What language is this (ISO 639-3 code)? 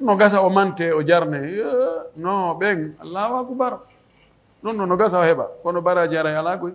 fuf